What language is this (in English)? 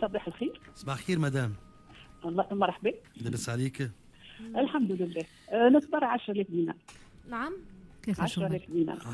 Tunisian Arabic